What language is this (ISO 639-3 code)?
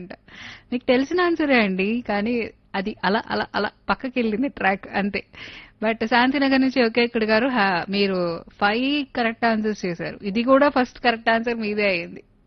tel